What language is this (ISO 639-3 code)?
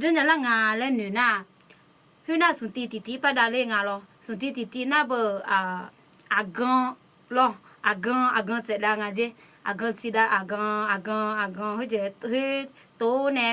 ahk